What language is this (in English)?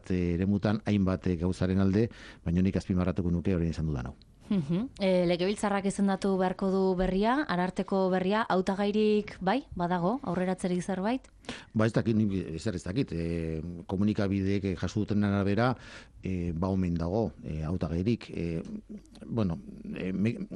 Basque